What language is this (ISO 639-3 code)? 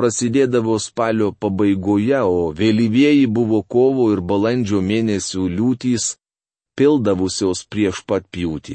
lit